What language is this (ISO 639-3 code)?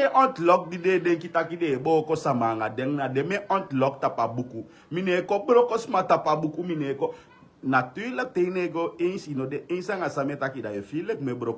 srn